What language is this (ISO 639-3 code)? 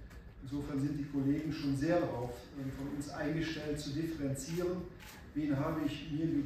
deu